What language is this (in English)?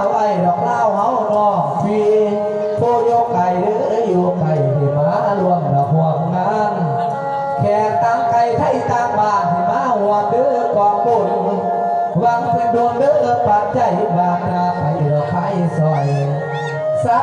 Lao